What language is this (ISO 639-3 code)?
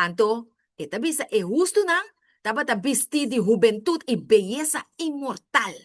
pap